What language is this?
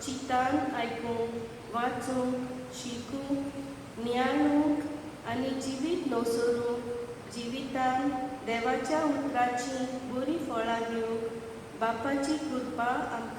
Konkani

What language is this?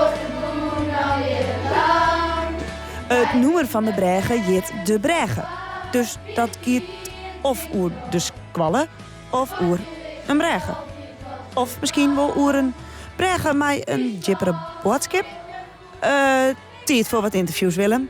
Western Frisian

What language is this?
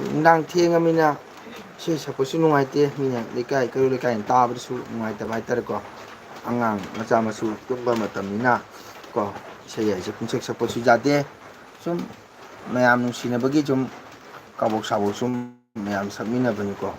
Manipuri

